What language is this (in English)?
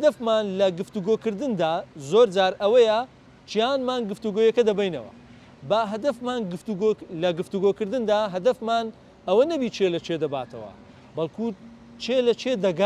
Central Kurdish